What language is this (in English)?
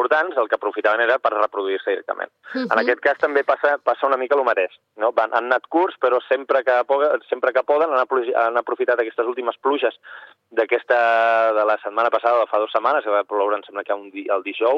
Catalan